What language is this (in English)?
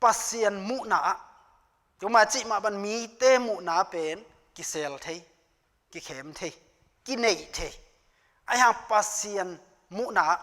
Tedim Chin